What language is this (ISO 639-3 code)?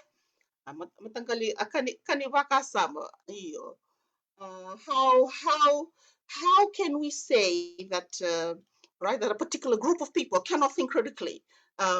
fij